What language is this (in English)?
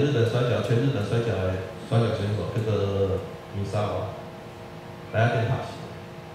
Chinese